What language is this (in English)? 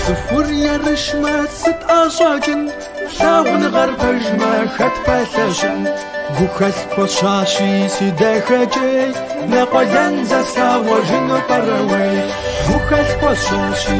Kabardian